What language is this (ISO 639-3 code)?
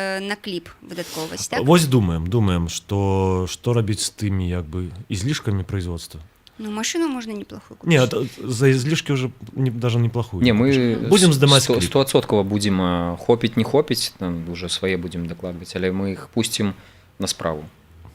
bel